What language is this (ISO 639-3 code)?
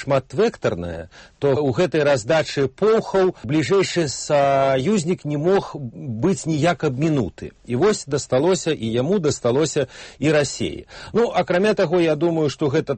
bel